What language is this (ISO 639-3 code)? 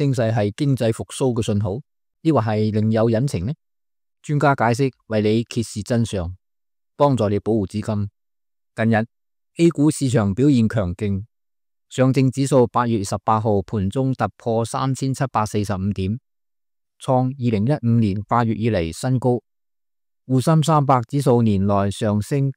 yue